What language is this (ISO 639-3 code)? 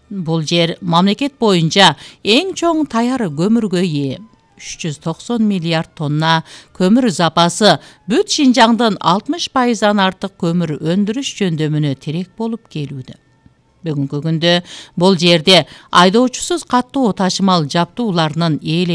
kir